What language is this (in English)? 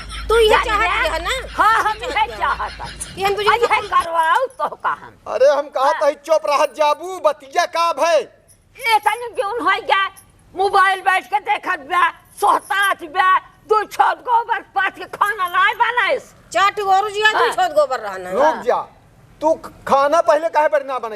Awadhi